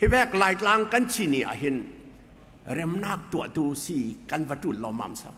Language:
Falam Chin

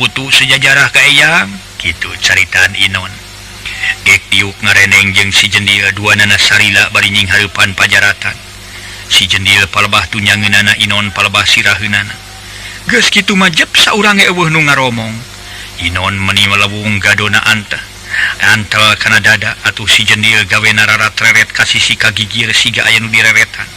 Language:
Sundanese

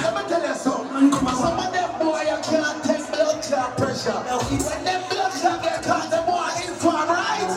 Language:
Jamaican Creole English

